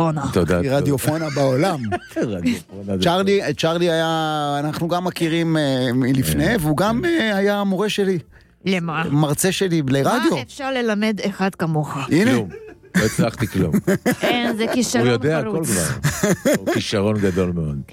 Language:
Hebrew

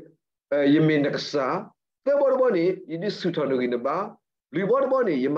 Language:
S'gaw Karen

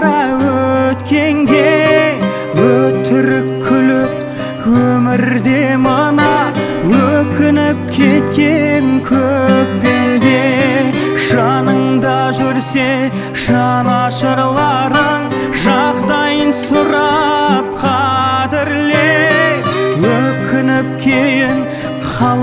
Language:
Kazakh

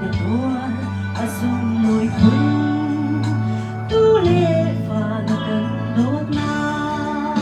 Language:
Hakha Chin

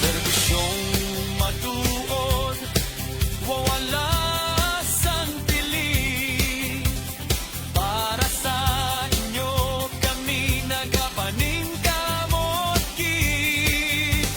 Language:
Hiligaynon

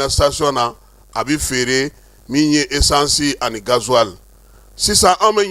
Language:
Bambara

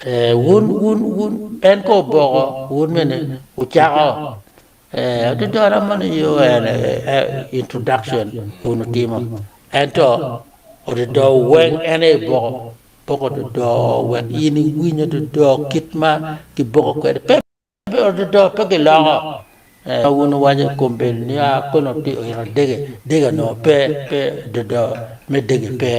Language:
Acoli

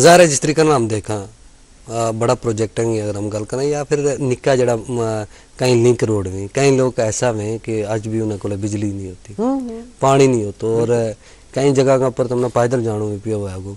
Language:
Gujari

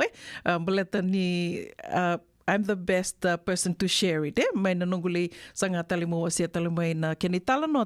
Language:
Fijian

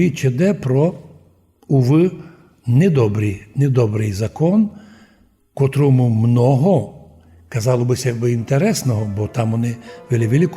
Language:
Rusyn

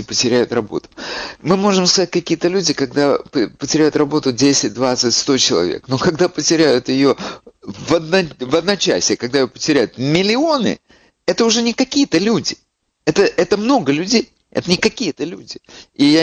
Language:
Russian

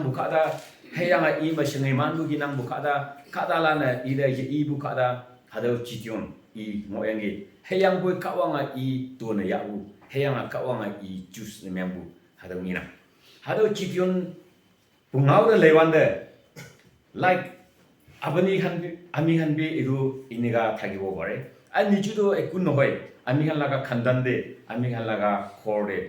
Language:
Konyak Naga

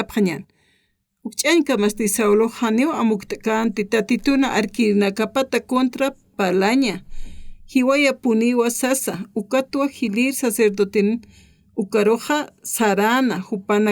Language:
Aymara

